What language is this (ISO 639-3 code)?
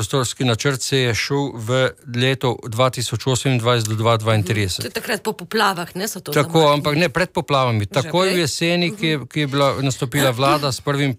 slv